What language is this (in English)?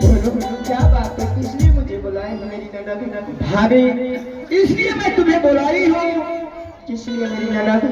Angika